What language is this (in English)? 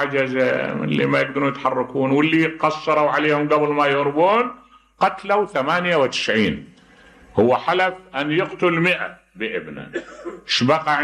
Mesopotamian Arabic